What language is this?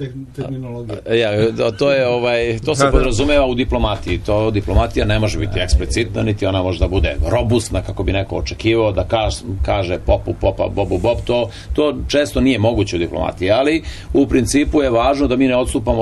Serbian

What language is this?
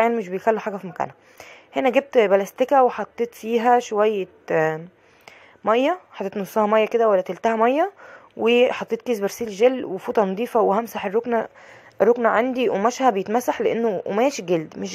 Egyptian Arabic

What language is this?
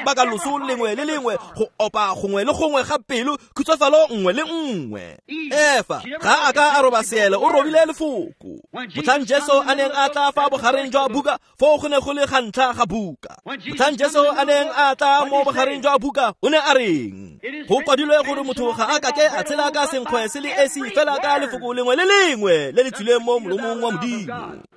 Tswana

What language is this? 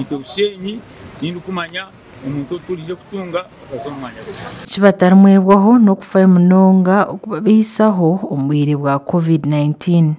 Nyankole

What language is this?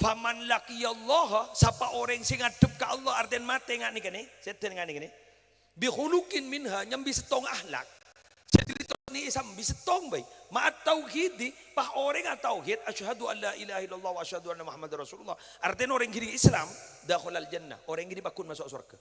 Madurese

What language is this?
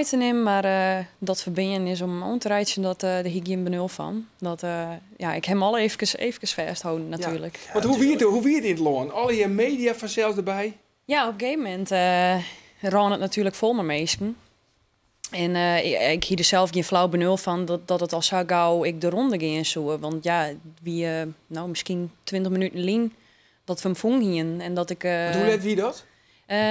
Western Frisian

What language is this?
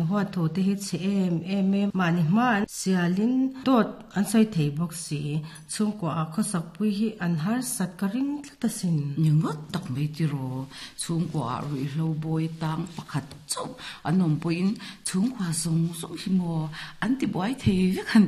Mizo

